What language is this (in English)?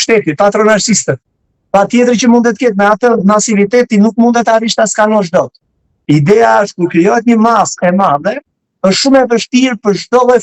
Albanian